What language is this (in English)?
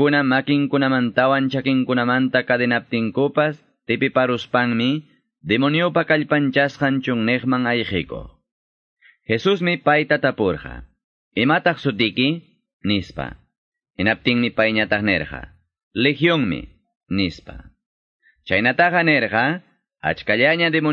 Quechua